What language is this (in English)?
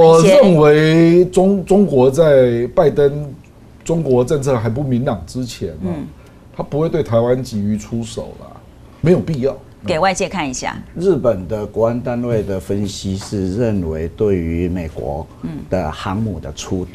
Chinese